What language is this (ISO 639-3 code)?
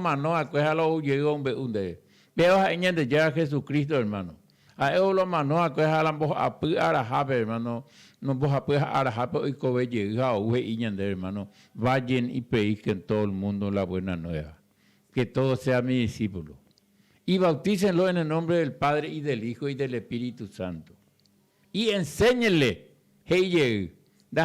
grn